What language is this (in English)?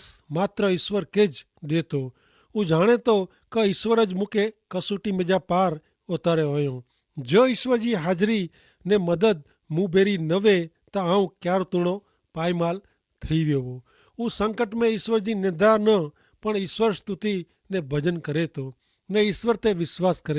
Kachhi